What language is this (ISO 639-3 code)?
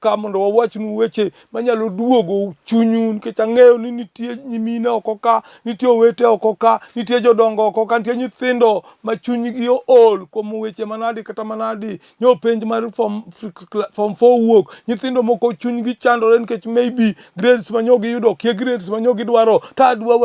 luo